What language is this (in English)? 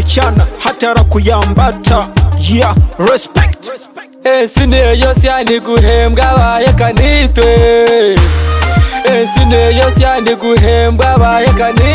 Kinyarwanda